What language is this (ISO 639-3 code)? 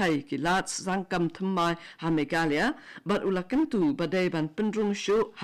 kha